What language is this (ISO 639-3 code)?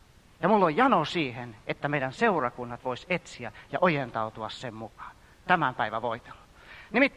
fin